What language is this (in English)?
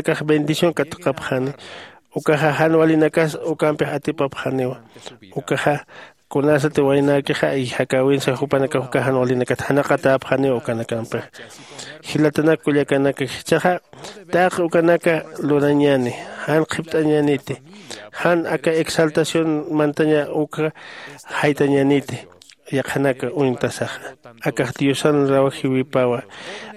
Aymara